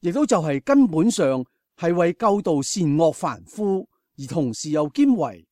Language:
Cantonese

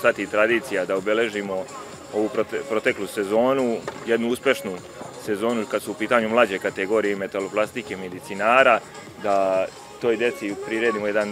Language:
Serbian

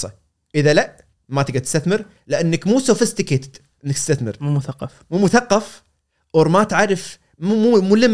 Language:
Gulf Arabic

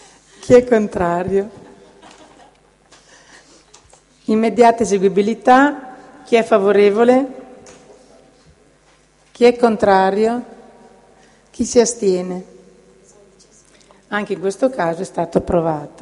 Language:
Italian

